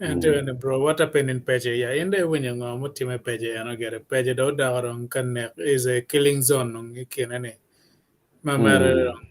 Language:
Acoli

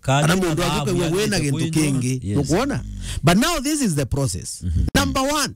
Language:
Meru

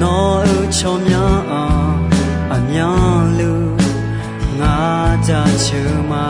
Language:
Akha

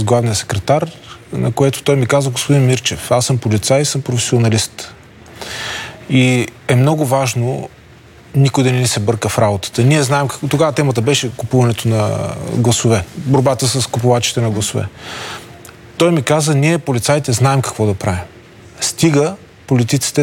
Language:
Bulgarian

